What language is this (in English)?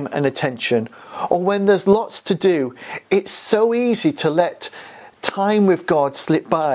English